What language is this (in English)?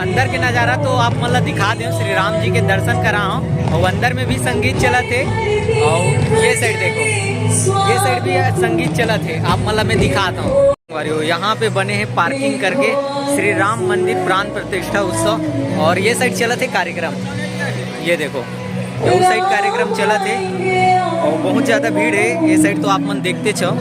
Chhattisgarhi